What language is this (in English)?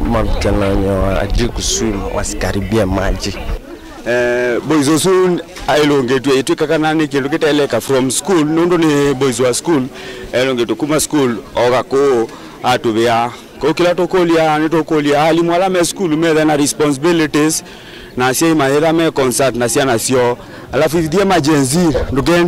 Kamba